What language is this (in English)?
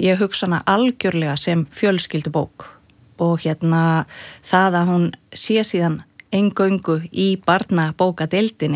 Icelandic